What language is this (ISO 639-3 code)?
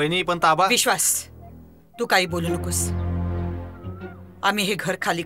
mar